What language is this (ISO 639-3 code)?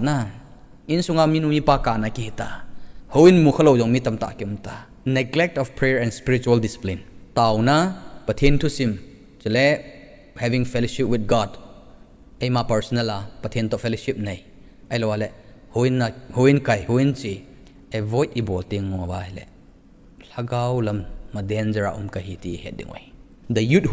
tcz